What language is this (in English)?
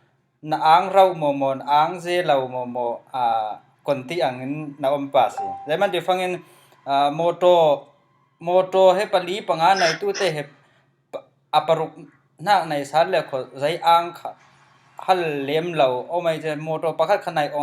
Falam Chin